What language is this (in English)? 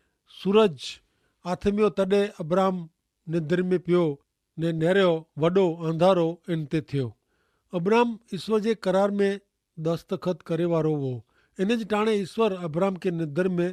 Kachhi